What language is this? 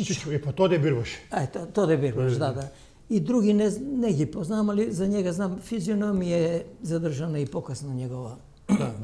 Macedonian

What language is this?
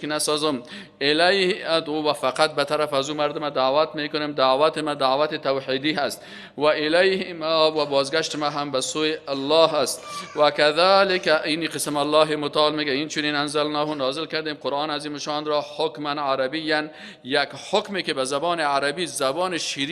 Persian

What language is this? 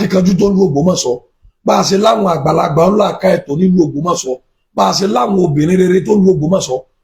Yoruba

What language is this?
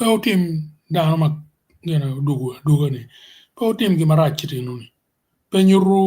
Acoli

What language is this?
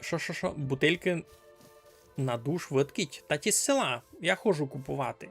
Rusyn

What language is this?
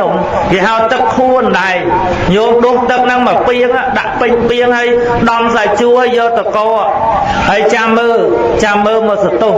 Khmer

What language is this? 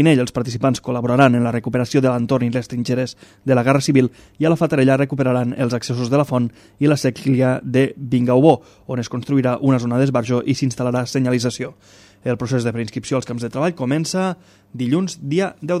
Catalan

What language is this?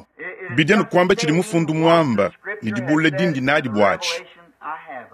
Luba-Lulua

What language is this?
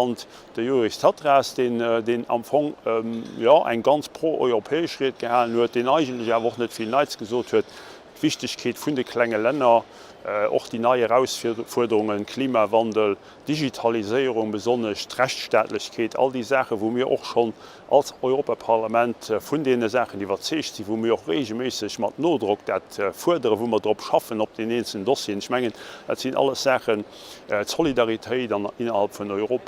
Luxembourgish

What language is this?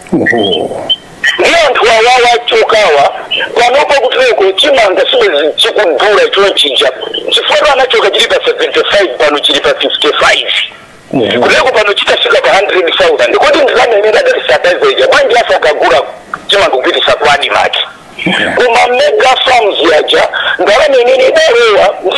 Nyanja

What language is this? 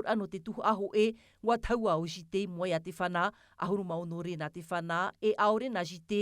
Tahitian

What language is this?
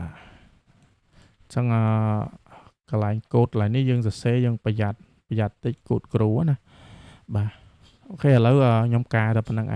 Khmer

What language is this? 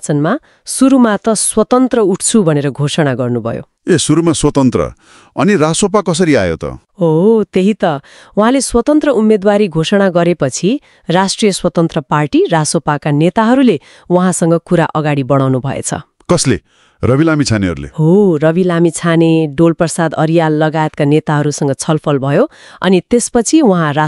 Nepali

